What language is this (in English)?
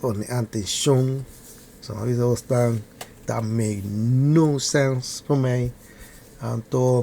Papiamento